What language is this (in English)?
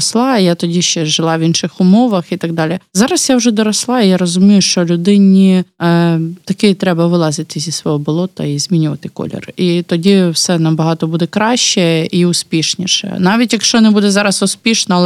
Ukrainian